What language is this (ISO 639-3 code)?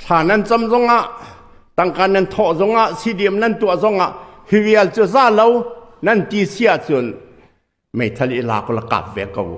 cnh